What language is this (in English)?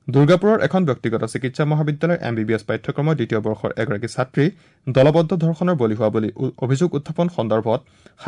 Assamese